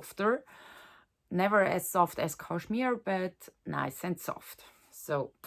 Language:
Swiss German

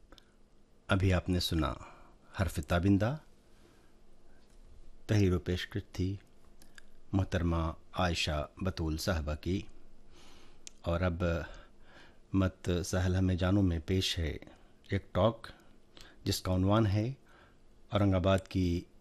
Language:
Urdu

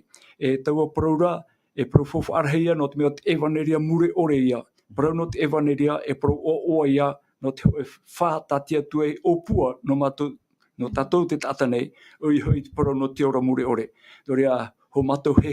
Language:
Tahitian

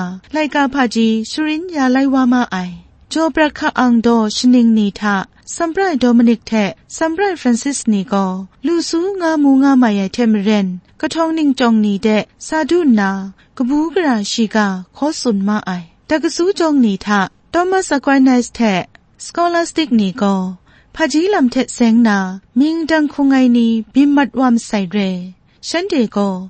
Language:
Kachin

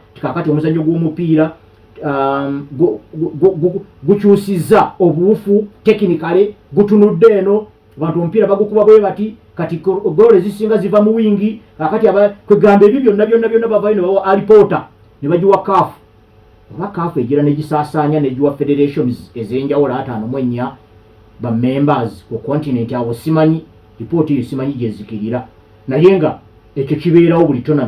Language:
Ganda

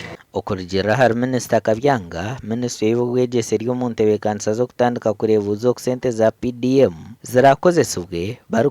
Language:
Nyankole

